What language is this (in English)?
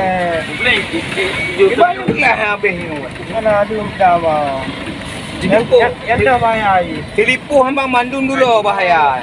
Achinese